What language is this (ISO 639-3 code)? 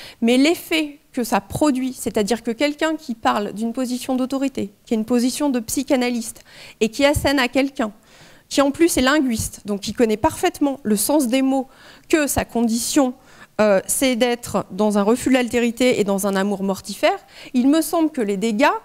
fra